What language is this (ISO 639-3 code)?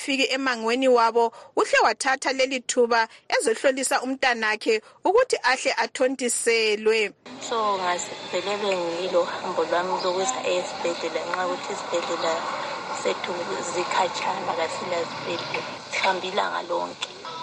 nde